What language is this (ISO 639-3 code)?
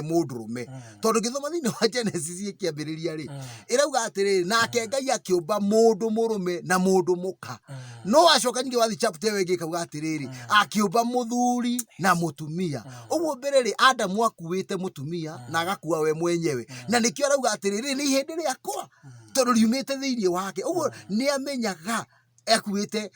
kik